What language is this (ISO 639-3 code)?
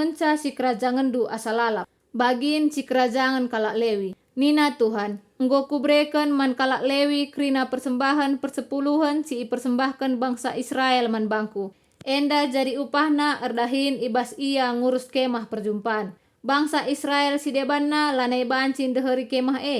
btx